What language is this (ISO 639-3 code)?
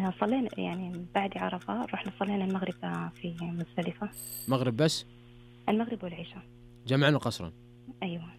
ars